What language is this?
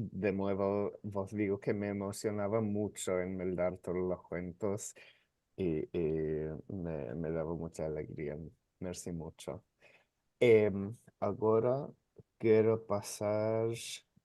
Ladino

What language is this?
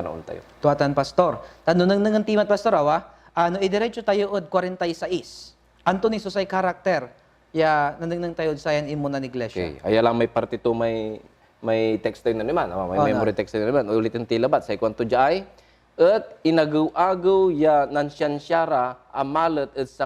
Pangasinan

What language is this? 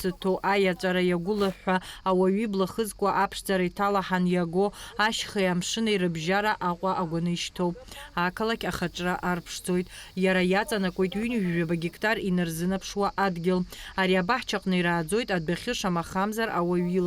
Abkhazian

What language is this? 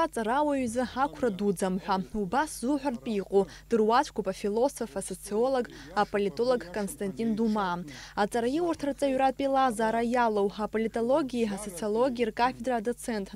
Abkhazian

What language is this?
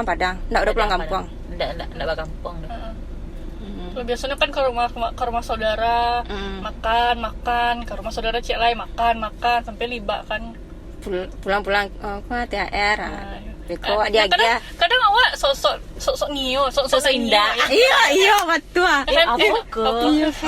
Minangkabau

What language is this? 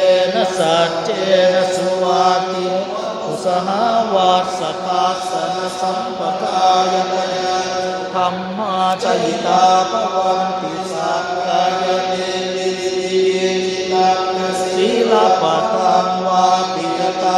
Pali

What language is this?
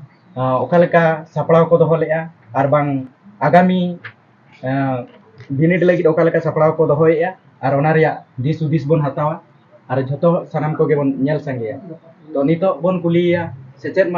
Santali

